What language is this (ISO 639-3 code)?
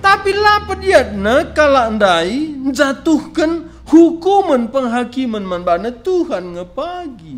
btx